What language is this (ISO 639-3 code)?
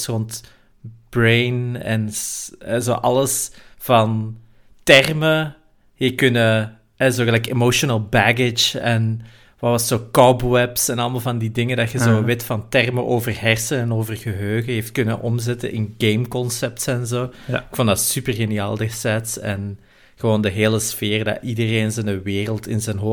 nld